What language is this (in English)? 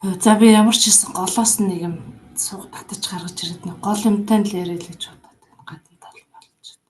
Mongolian